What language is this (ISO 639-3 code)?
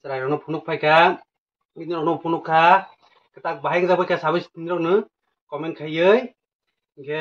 trp